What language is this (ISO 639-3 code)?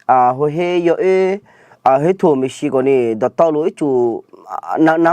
ahk